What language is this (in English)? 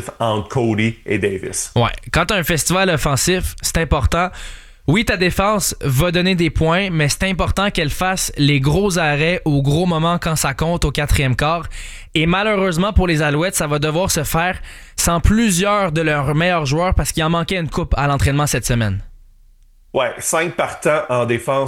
French